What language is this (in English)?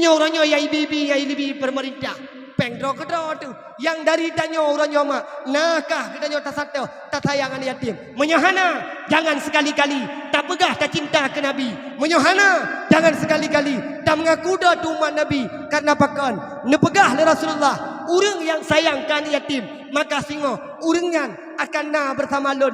Achinese